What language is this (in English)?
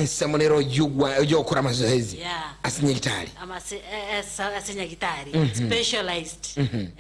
Gusii